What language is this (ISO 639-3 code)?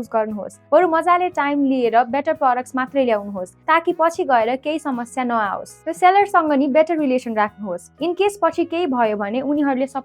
nep